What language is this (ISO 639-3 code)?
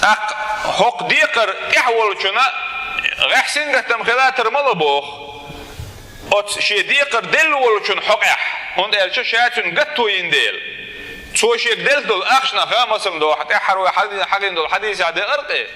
che